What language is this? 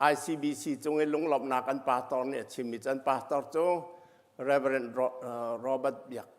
Hakha Chin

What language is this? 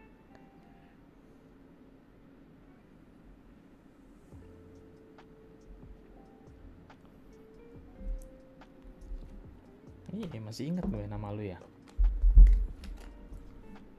Indonesian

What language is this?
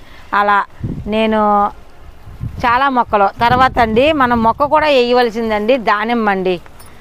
Telugu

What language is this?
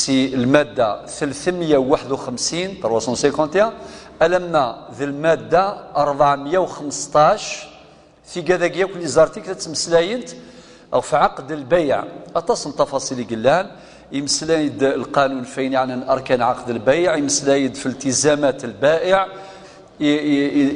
Kabyle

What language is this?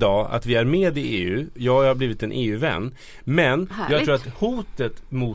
Swedish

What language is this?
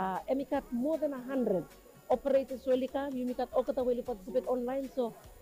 Bislama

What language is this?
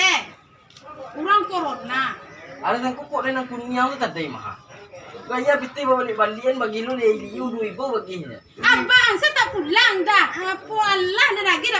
Minangkabau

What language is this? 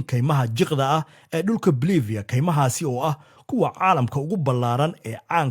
Somali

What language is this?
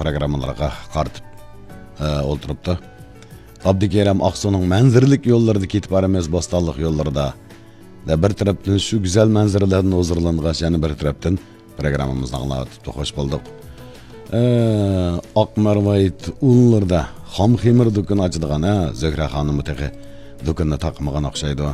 Uyghur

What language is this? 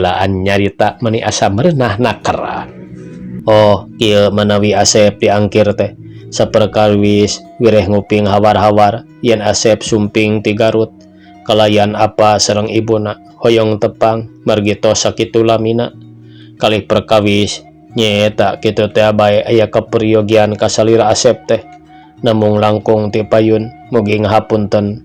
Sundanese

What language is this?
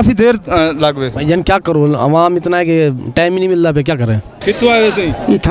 Saraiki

